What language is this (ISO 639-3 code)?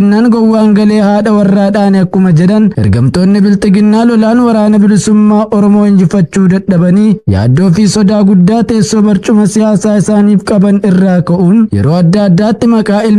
orm